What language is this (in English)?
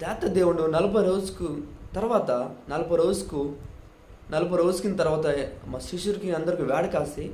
Koya